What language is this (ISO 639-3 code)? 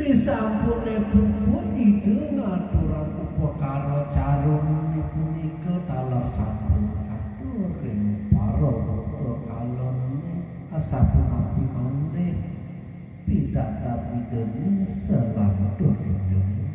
ban